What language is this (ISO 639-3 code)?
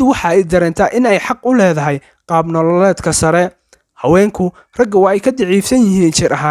som